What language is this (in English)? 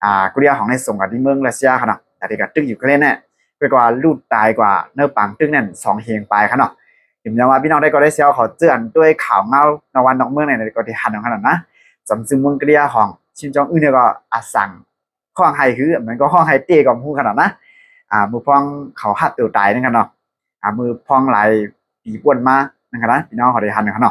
Shan